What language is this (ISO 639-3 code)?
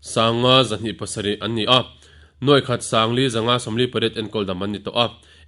lus